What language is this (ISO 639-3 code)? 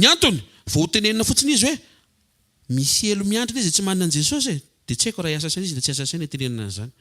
mlg